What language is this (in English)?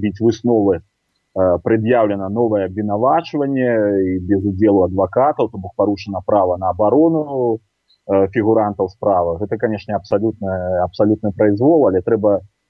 Belarusian